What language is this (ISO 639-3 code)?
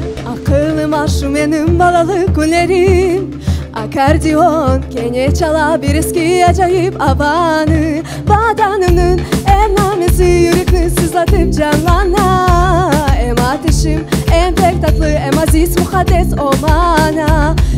crh